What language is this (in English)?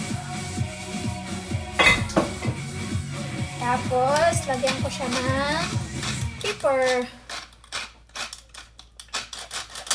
Filipino